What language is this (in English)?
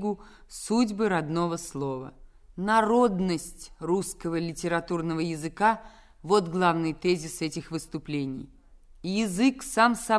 Russian